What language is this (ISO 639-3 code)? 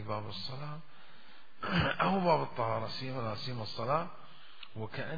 acm